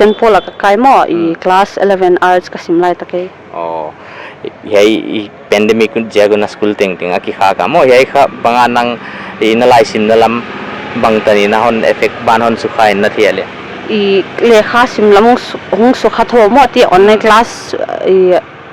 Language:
Paite Chin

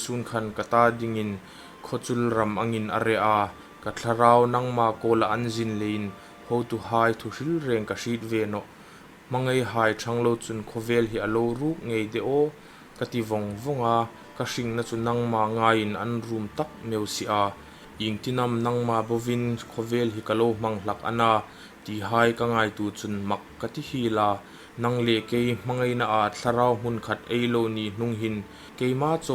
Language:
Hmar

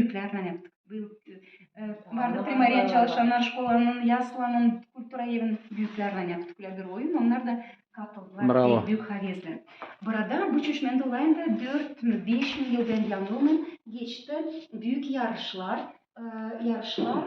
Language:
Gagauz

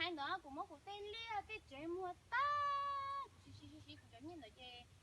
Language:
Hmong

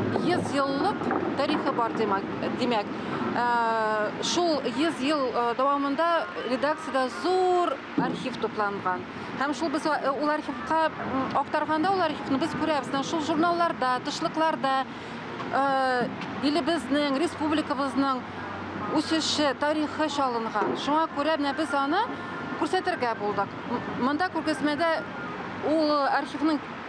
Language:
Tatar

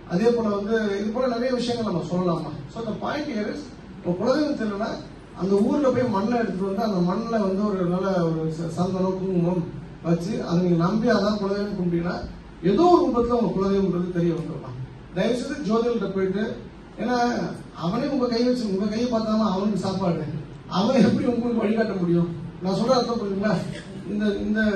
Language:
Tamil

